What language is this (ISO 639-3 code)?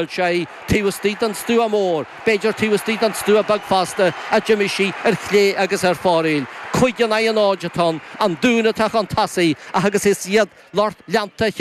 gle